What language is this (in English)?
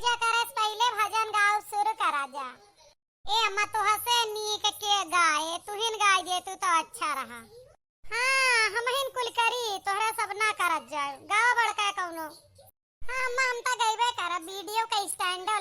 Awadhi